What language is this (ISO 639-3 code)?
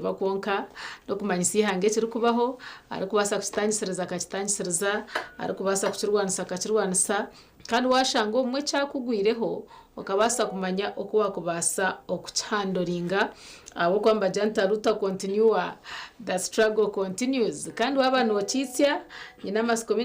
nyn